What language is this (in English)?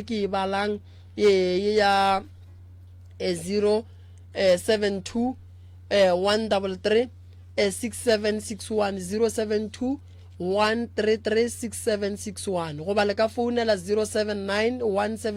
Northern Sotho